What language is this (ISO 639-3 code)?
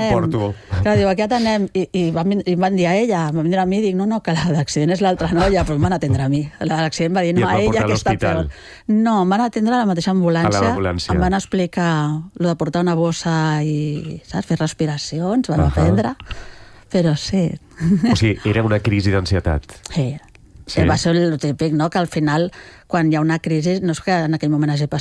cat